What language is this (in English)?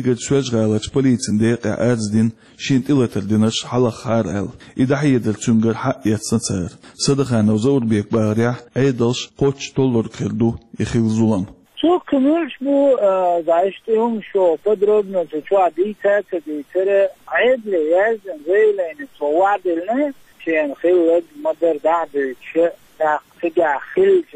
Chechen